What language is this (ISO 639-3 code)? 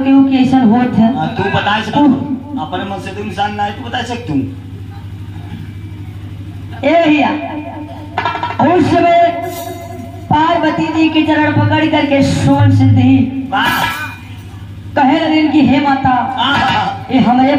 bho